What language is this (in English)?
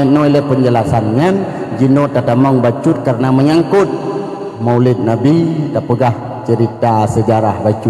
Achinese